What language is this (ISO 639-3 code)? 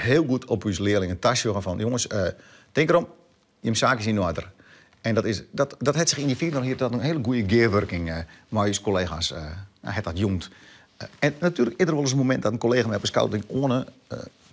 fry